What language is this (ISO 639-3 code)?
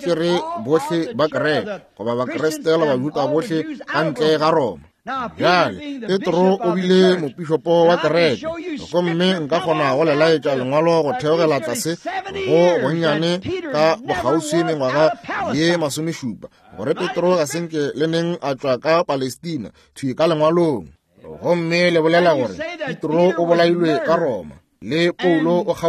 nso